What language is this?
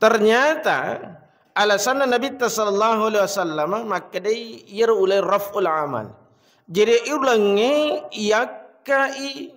Buginese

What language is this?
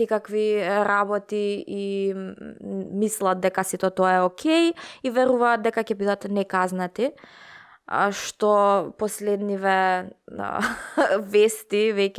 Macedonian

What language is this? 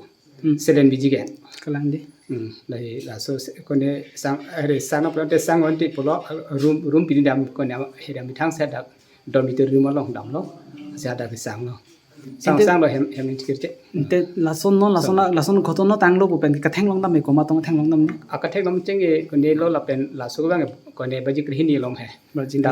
Karbi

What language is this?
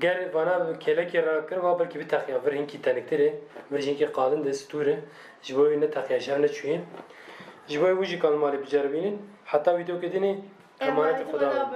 Kurdish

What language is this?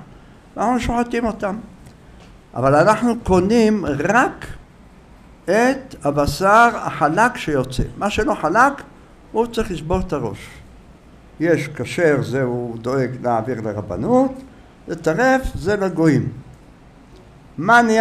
Hebrew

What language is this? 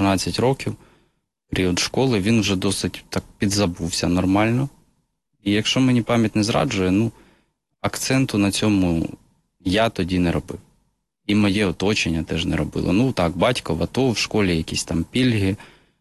Ukrainian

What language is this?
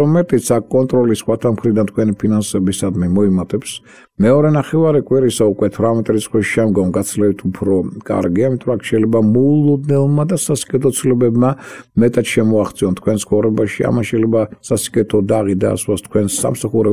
Georgian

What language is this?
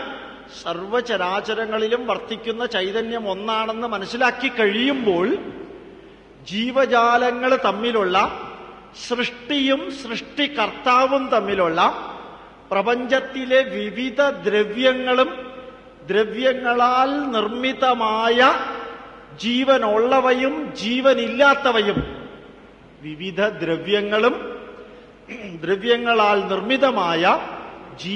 Malayalam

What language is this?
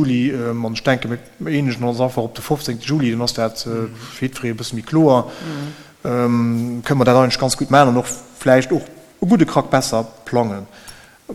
Luxembourgish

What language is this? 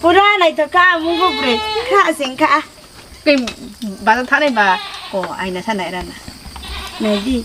Riang (India)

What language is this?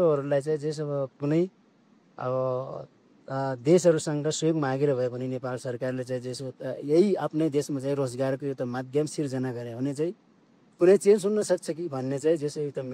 Nepali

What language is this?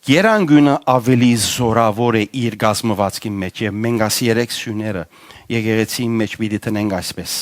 Western Armenian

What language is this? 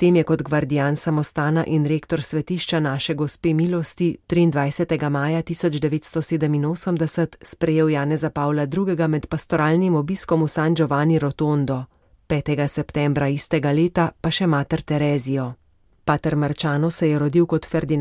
Slovenian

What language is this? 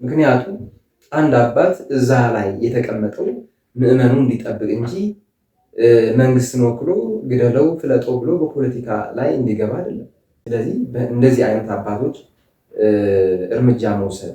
Amharic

